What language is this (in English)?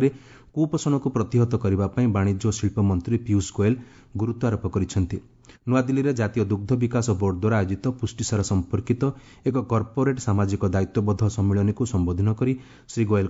Odia